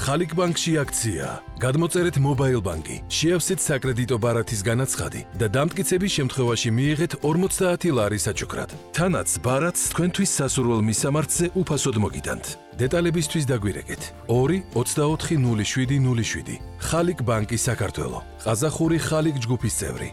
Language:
Georgian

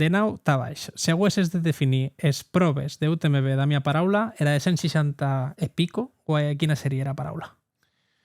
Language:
Occitan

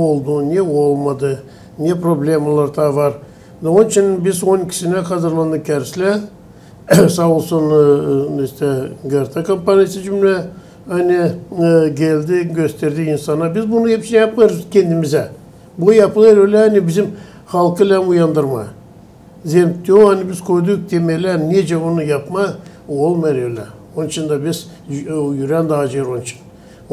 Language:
Gagauz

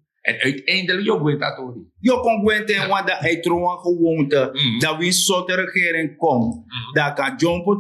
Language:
Sranan Tongo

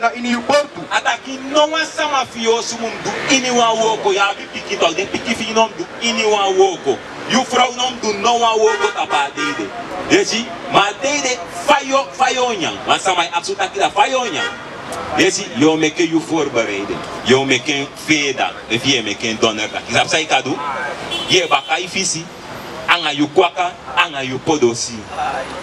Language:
Sranan Tongo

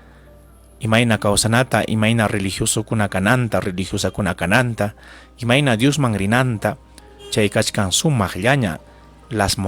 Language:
Ayacucho Quechua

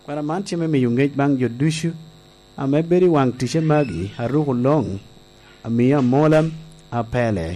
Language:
Lango (Uganda)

